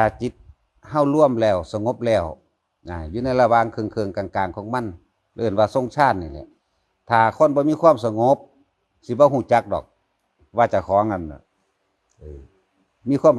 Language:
Northeastern Thai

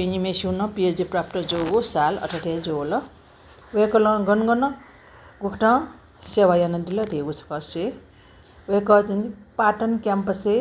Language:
Newari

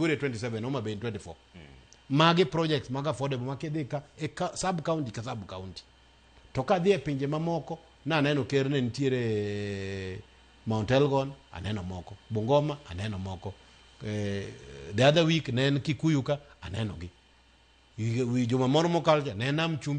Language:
Luo (Kenya and Tanzania)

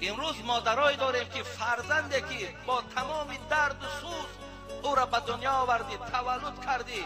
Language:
Tajik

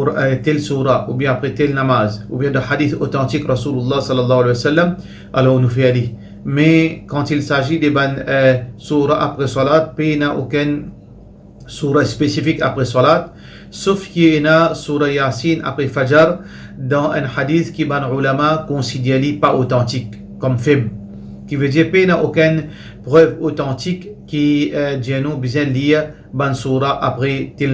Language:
Morisyen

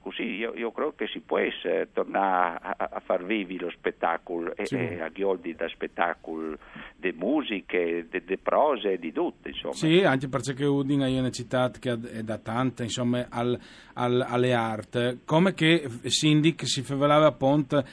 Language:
Friulian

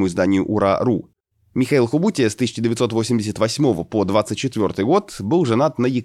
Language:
Russian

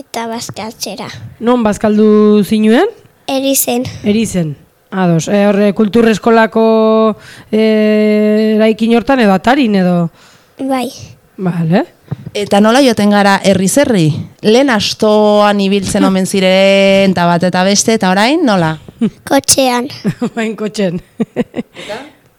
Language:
Basque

